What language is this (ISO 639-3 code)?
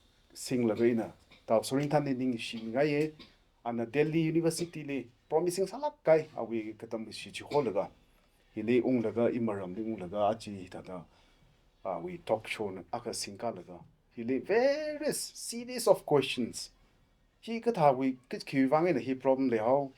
nmf